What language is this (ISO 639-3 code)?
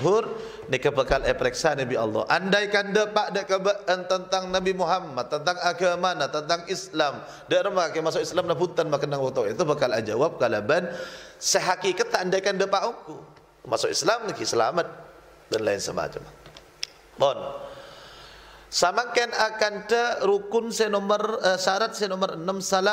mad